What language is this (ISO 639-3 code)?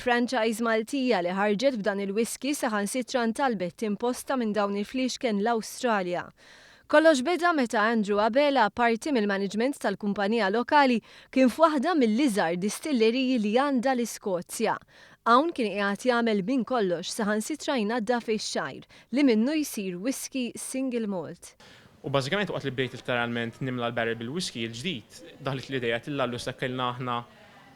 mlt